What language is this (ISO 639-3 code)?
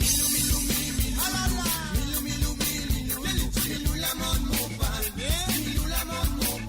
mfe